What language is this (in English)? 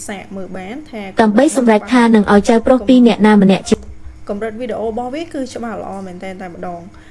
Khmer